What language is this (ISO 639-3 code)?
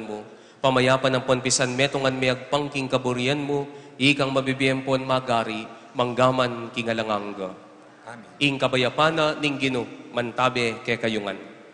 pam